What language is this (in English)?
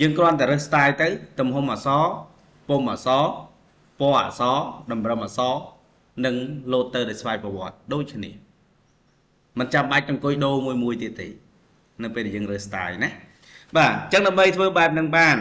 Khmer